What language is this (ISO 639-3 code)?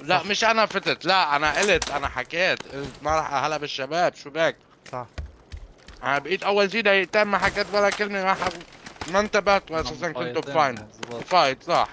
apc